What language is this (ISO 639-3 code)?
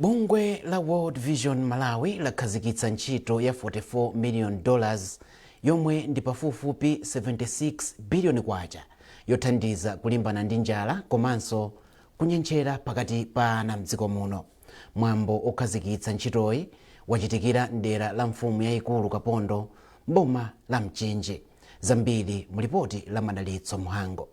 nya